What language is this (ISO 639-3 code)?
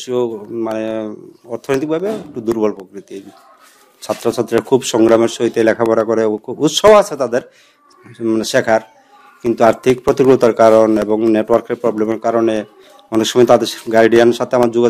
ben